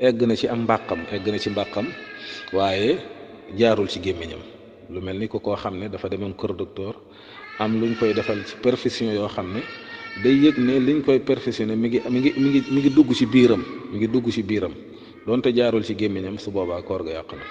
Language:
Wolof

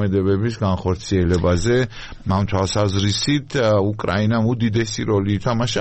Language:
Georgian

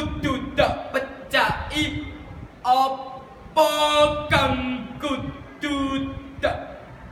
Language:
Javanese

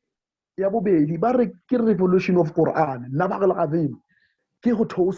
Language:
Southern Sotho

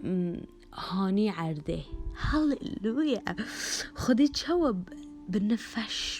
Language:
Kurdish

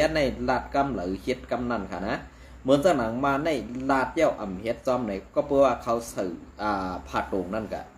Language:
Shan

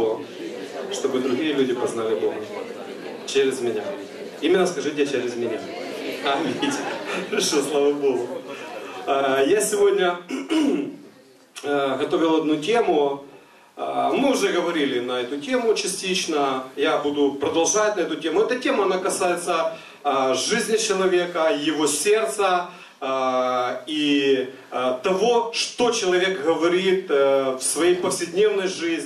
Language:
Russian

